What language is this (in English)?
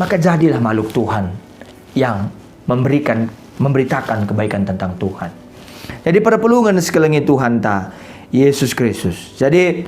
Batak Karo